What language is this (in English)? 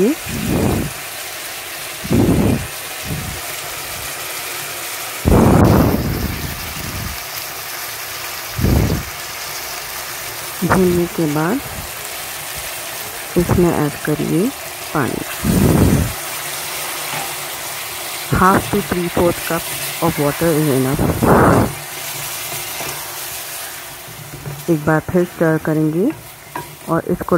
Hindi